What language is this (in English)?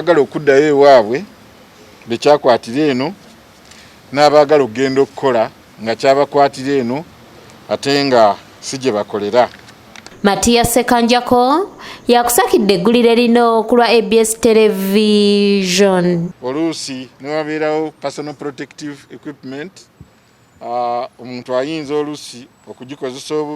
Ganda